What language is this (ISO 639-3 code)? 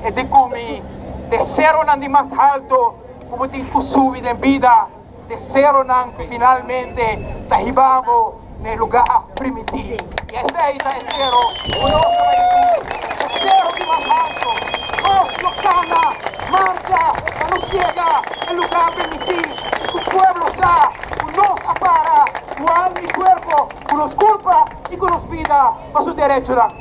pap